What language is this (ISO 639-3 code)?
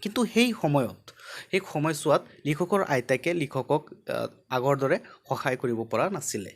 asm